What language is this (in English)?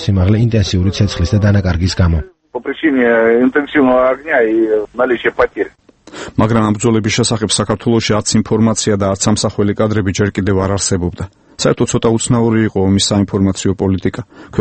Georgian